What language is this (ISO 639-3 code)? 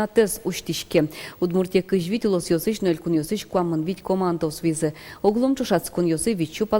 udm